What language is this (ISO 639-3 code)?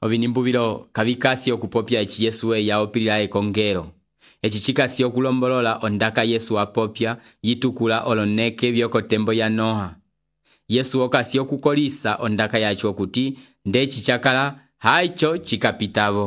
umb